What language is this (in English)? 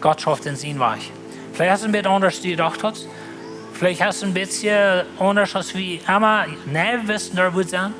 Plautdietsch